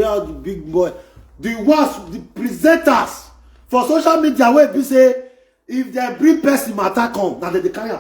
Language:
Nigerian Pidgin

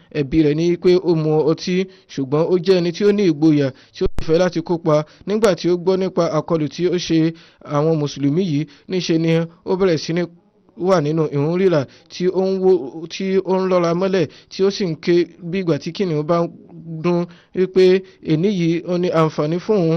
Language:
Yoruba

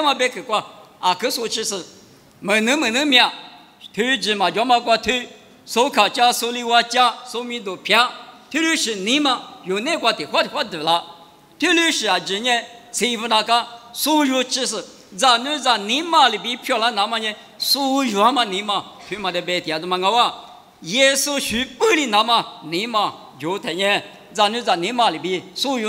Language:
Lisu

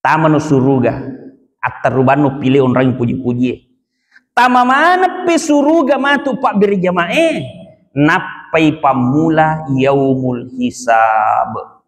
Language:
Buginese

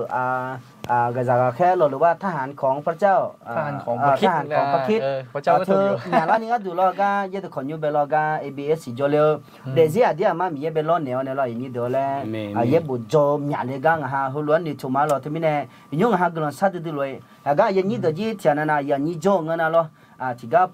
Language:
Akha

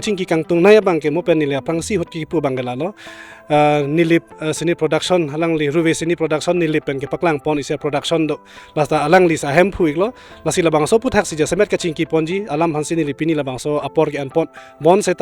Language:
Karbi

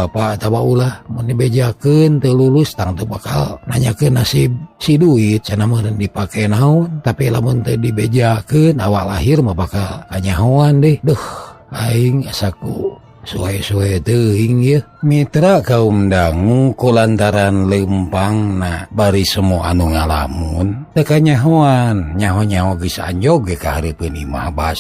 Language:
Sundanese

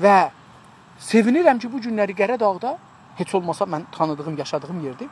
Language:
South Azerbaijani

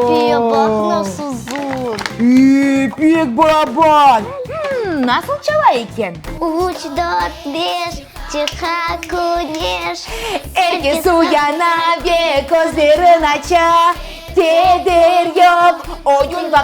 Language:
Crimean Tatar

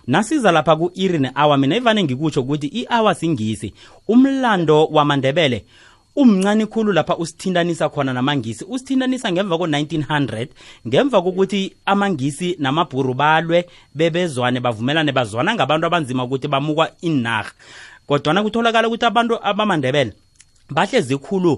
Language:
South Ndebele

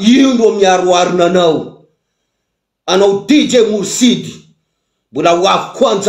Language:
Malagasy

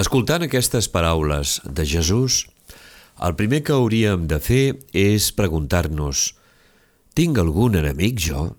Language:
Catalan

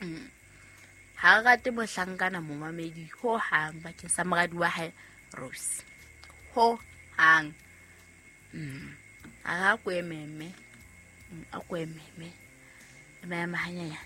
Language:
Southern Sotho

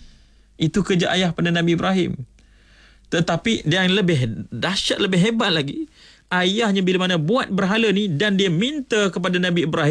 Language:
Malay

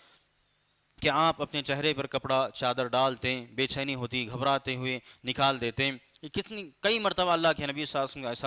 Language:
Urdu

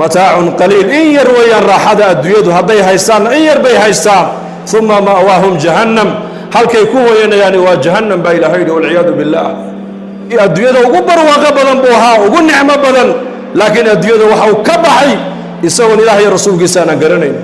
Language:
Somali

